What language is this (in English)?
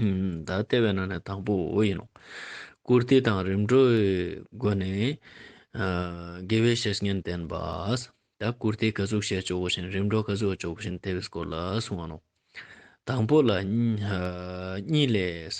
Ladakhi